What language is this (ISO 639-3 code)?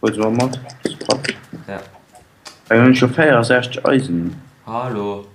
ltz